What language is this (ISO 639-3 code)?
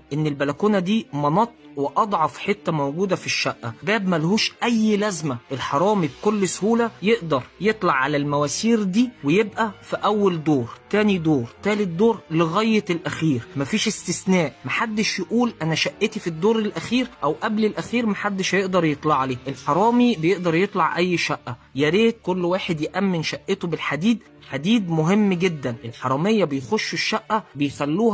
arz